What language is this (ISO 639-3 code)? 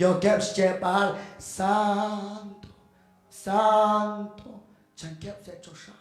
kek